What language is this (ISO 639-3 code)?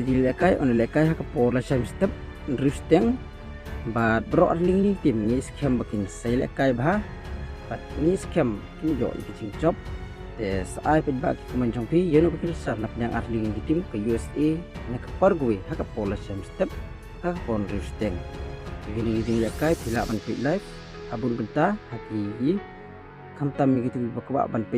kha